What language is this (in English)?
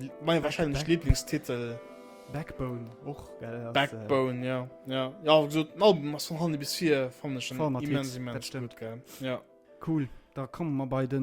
Luxembourgish